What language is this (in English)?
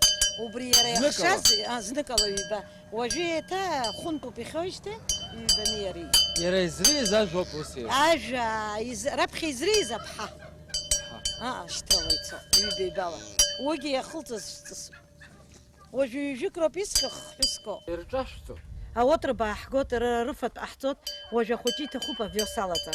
Abkhazian